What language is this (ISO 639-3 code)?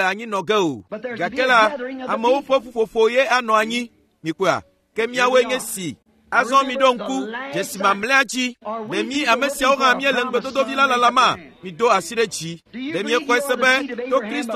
ewe